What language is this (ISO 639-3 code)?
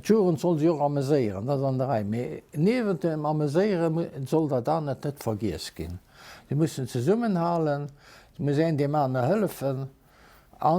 ltz